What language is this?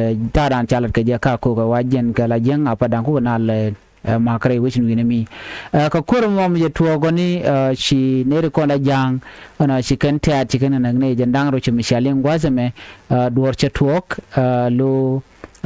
Nuer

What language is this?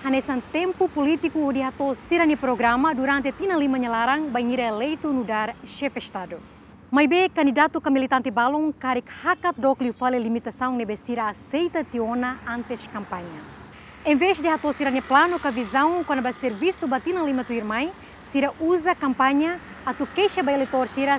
Tetum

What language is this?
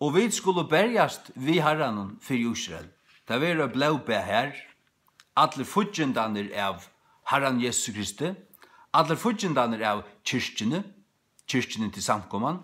Faroese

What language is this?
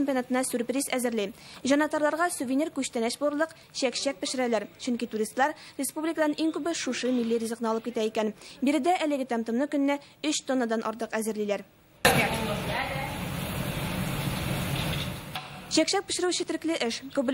Tatar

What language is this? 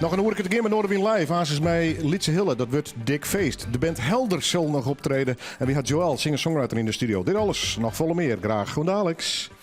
Western Frisian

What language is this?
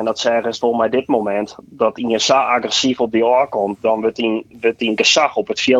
Western Frisian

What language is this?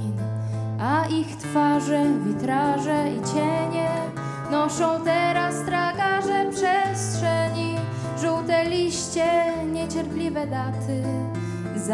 Polish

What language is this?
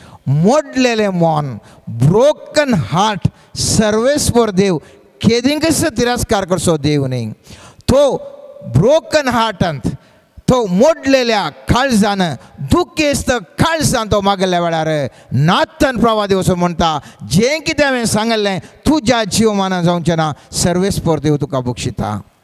Konkani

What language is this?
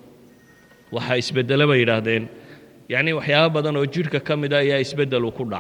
Somali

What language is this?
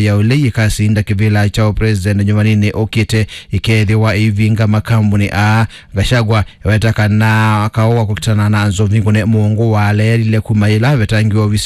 Kamba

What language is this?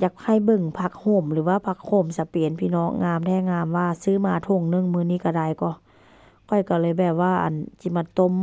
Northeastern Thai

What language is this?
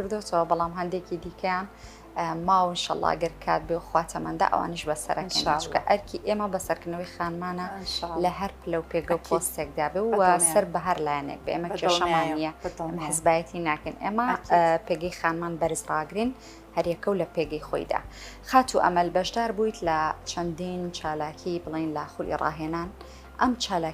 Central Kurdish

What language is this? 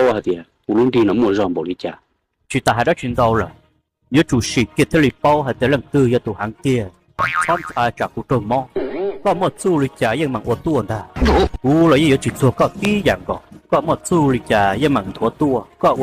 Hmong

